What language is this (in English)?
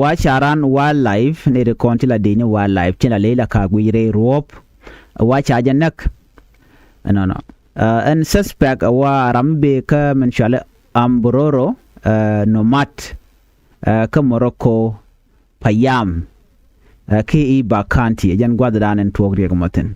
Nuer